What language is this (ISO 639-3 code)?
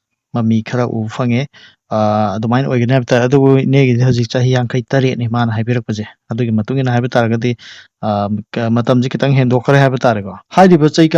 mni